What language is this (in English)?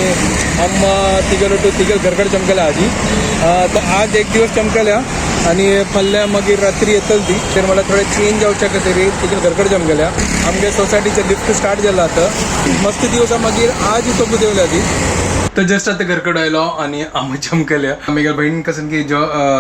Konkani